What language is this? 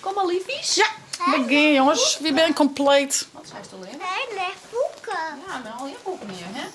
Western Frisian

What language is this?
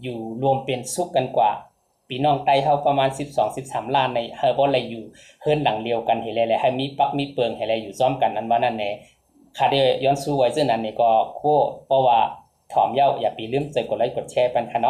Shan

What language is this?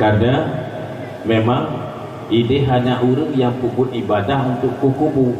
Achinese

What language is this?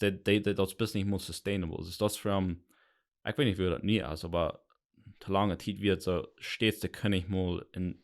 Plautdietsch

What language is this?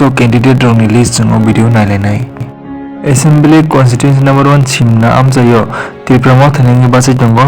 Kok Borok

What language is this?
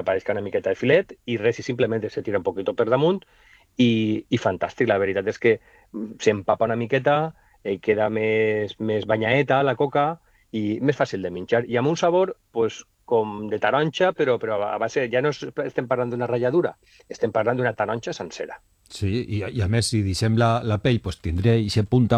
Catalan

